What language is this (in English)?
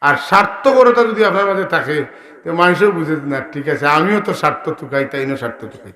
Sylheti